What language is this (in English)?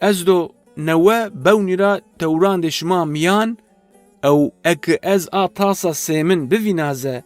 Zaza